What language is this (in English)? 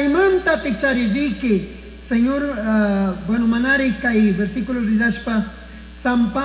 Chimborazo Highland Quichua